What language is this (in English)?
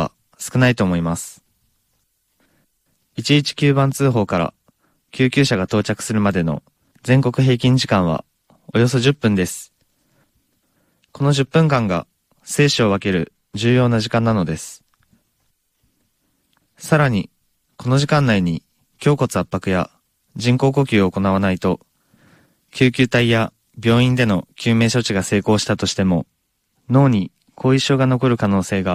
Japanese